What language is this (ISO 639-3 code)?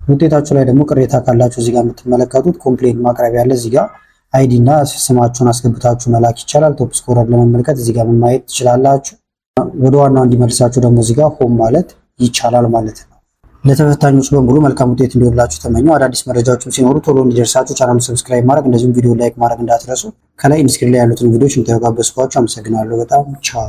amh